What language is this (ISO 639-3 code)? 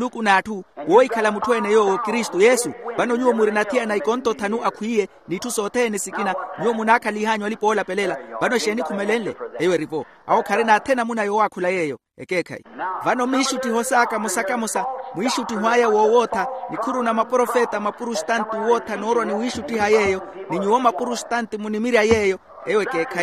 vmw